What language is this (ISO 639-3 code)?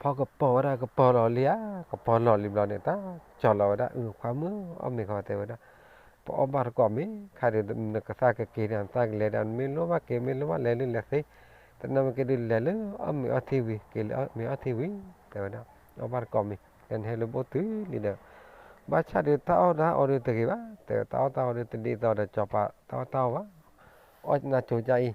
ksw